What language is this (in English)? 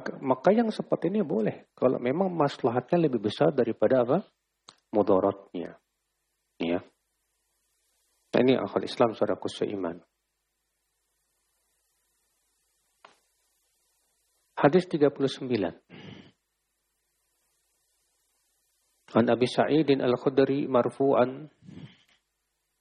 Indonesian